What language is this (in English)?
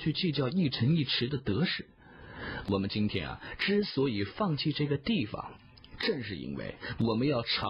Chinese